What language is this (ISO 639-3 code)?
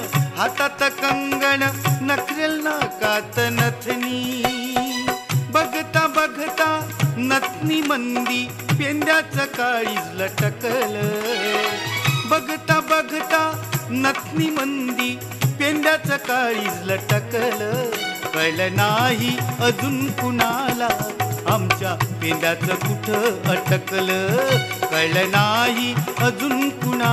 mar